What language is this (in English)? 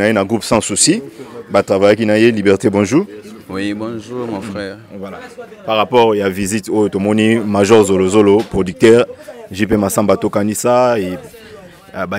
Lingala